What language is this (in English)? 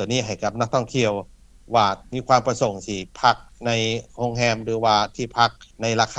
Lao